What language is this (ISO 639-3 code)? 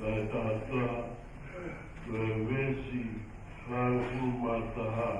ton